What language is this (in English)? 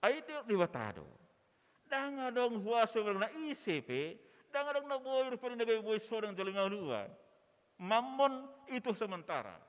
Batak Toba